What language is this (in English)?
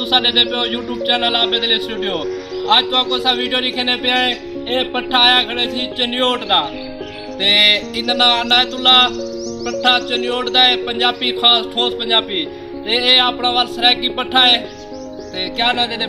Saraiki